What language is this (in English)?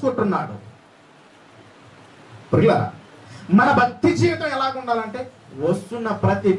Telugu